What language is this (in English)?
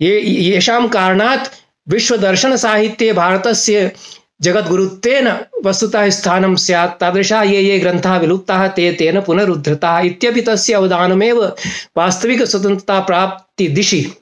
Sanskrit